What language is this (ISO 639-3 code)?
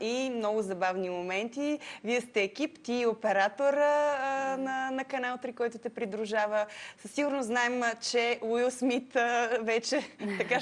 bul